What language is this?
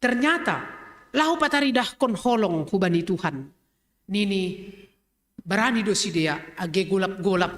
Batak Simalungun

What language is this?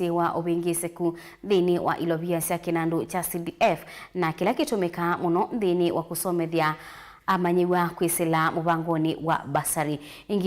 Kamba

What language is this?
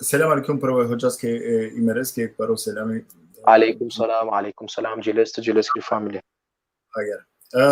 Balkan Romani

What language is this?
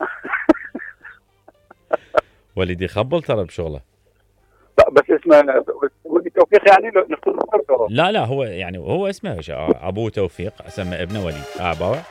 Mesopotamian Arabic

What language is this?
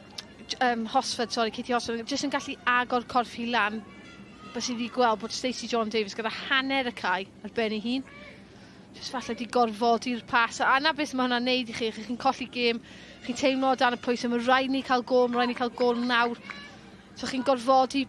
Welsh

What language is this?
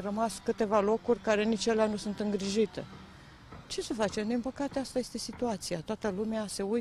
Romanian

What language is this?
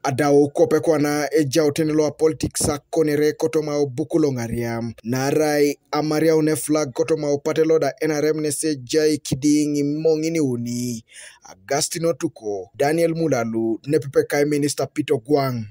Teso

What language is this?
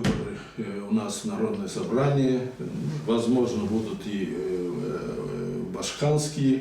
Gagauz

